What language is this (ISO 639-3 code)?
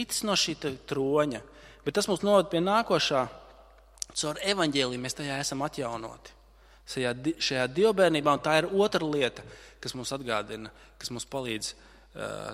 lav